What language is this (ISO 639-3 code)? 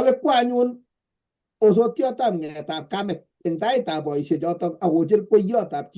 kln